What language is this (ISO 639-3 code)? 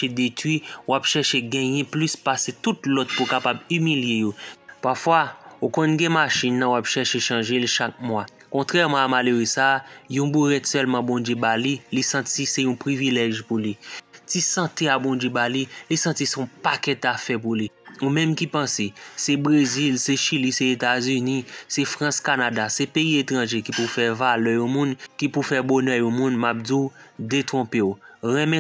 hat